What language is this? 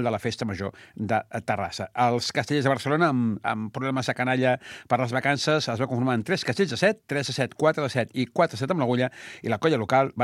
Catalan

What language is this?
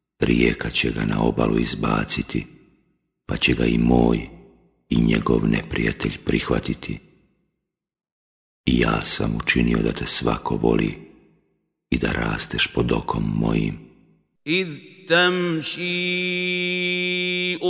Bosnian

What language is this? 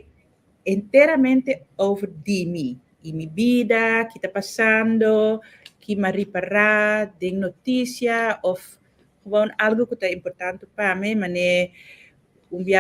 Papiamento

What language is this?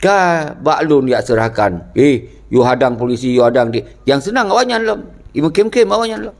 Achinese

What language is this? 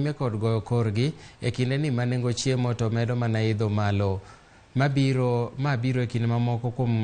Luo (Kenya and Tanzania)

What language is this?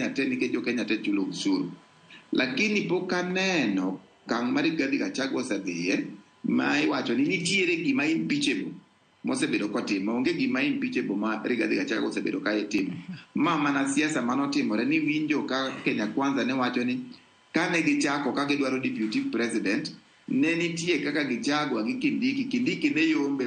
Luo (Kenya and Tanzania)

